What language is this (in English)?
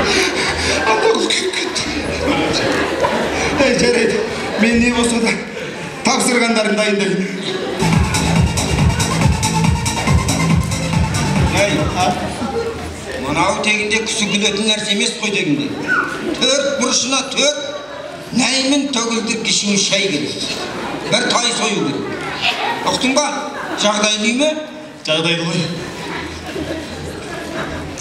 Kazakh